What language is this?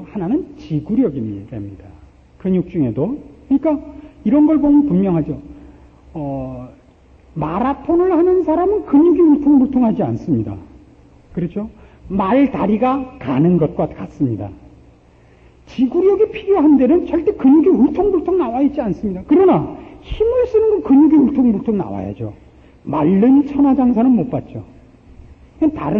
Korean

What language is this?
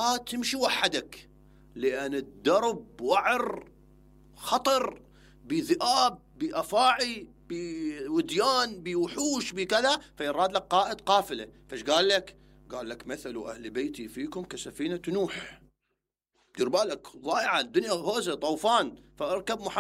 Mesopotamian Arabic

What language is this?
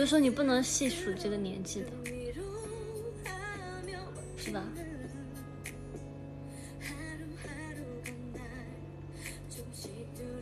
Chinese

